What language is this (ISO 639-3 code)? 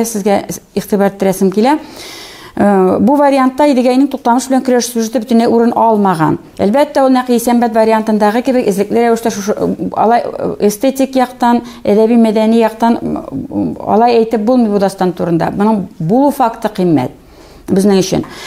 tat